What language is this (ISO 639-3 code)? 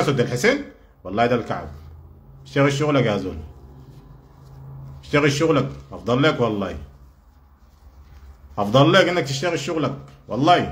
apd